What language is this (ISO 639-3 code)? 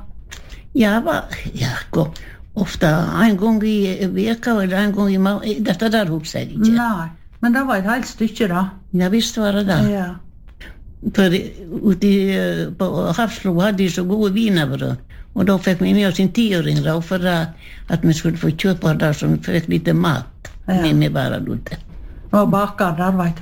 nor